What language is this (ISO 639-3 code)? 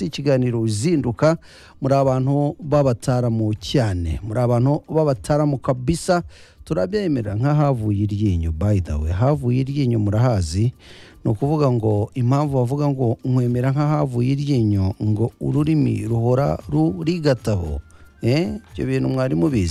kin